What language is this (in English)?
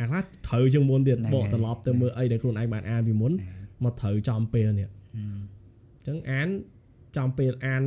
Khmer